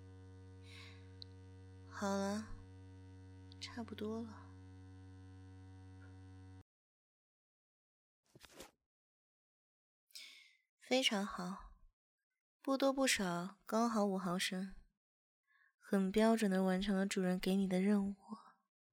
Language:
Chinese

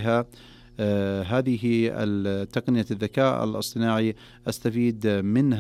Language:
Najdi Arabic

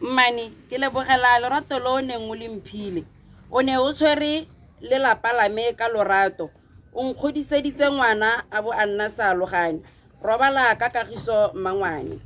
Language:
Tswana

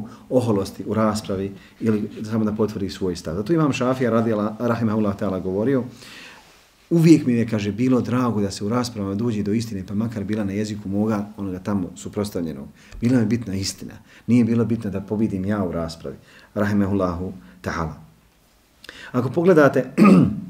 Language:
Bosnian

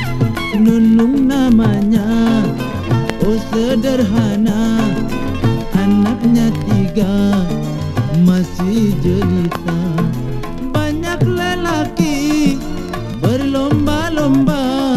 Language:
Indonesian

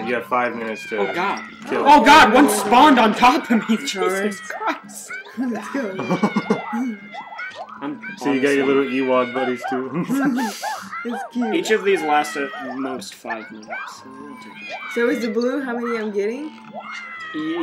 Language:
English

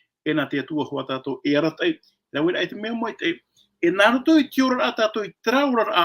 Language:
Tahitian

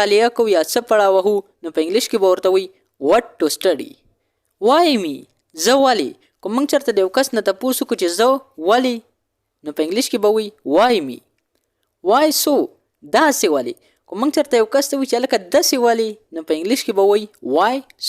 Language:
Pashto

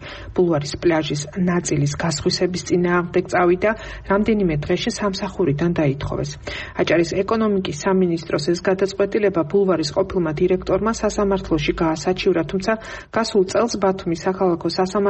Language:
Georgian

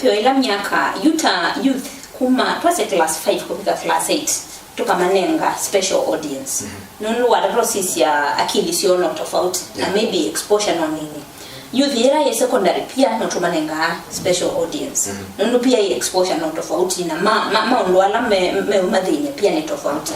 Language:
Kamba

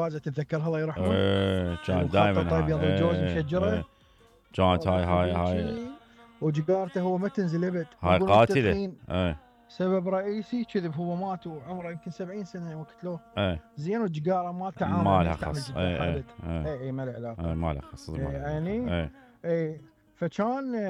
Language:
Mesopotamian Arabic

